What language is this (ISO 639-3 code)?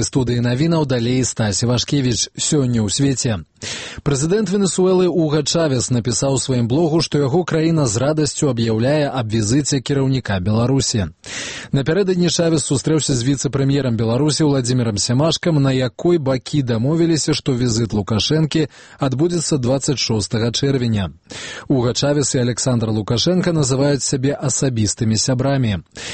bel